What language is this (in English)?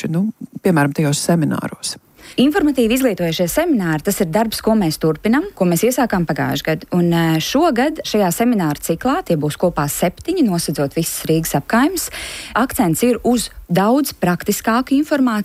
Latvian